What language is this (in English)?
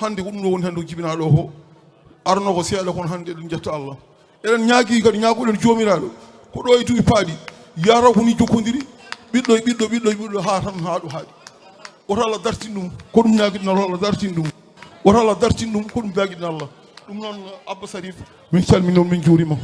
Fula